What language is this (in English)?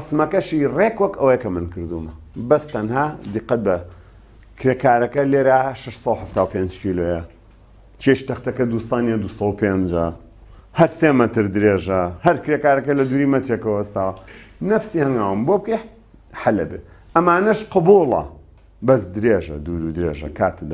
Central Kurdish